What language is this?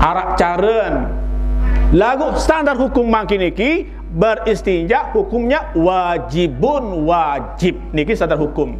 Sasak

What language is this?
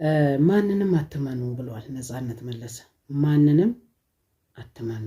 Amharic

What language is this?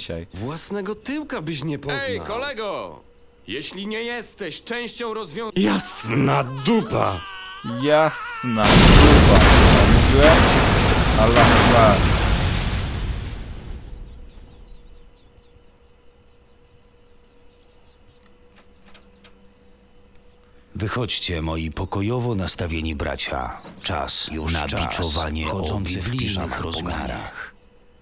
Polish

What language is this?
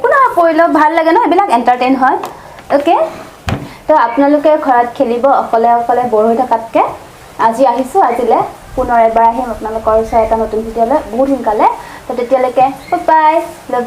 Assamese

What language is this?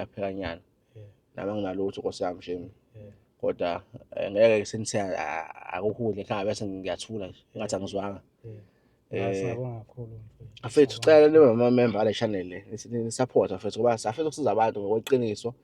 Zulu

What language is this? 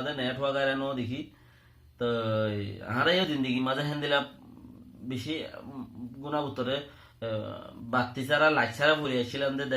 Rohingya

